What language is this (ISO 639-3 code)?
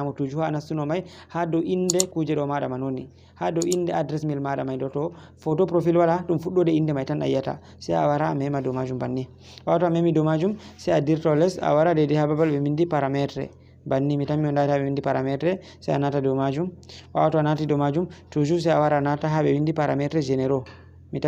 ful